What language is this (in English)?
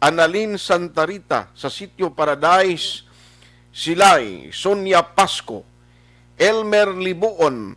Hiligaynon